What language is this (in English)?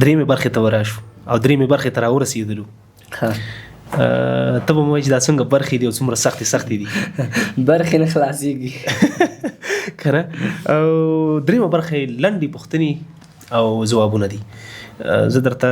Pashto